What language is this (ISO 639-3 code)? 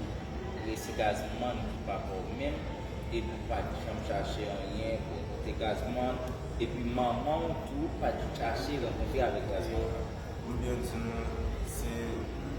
hat